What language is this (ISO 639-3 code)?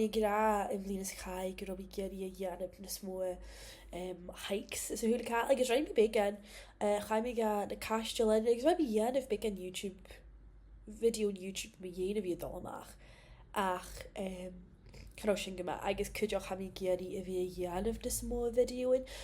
gla